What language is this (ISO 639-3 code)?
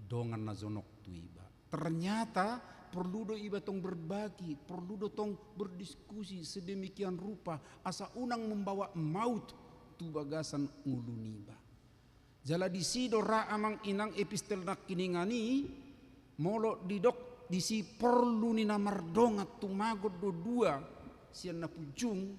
bbc